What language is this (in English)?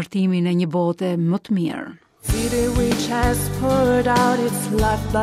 Albanian